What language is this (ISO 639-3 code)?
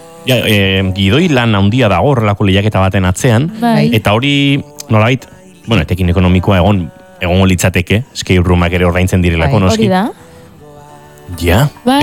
eus